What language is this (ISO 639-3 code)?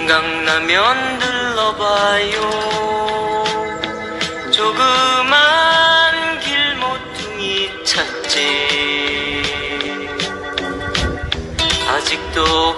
kor